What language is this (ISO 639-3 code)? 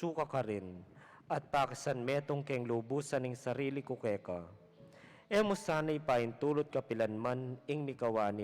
pam